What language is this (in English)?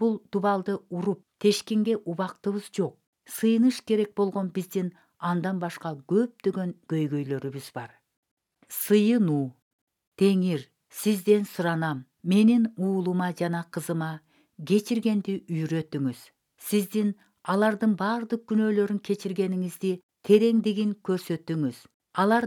Kyrgyz